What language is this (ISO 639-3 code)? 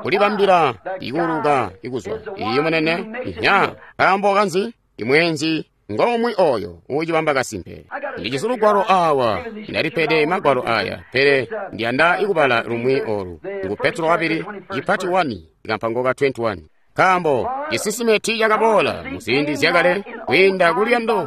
toi